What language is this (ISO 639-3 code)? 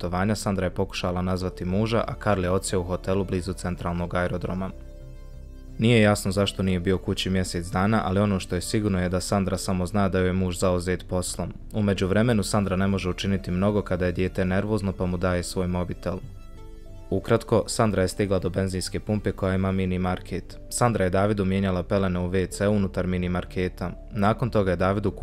bos